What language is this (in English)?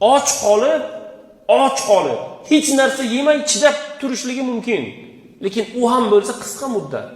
Uzbek